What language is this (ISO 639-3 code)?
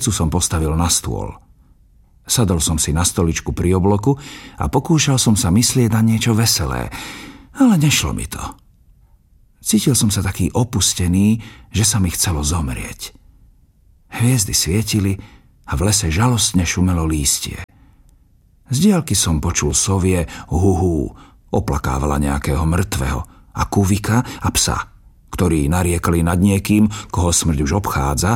slk